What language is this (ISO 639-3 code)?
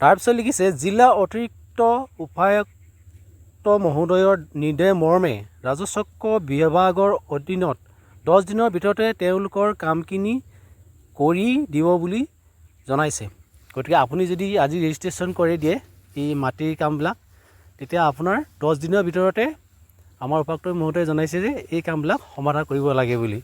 asm